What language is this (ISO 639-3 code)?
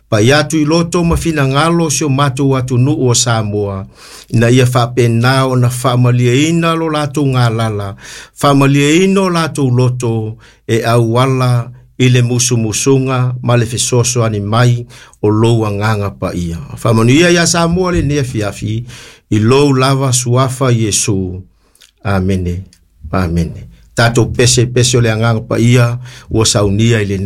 smo